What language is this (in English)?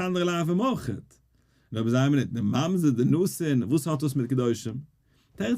Yiddish